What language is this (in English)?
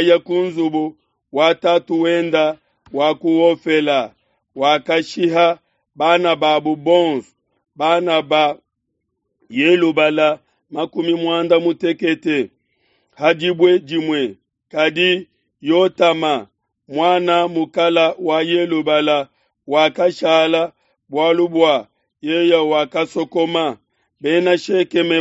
Luba-Lulua